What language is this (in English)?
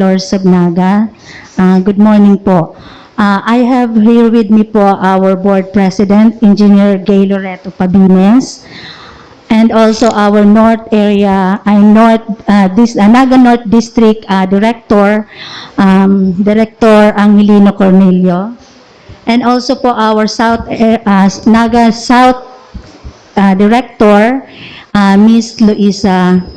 Bikol